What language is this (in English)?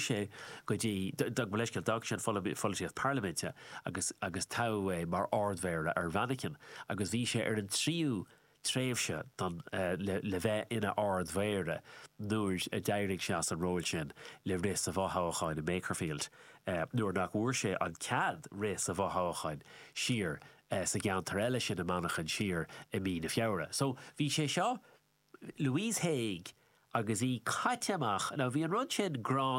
Irish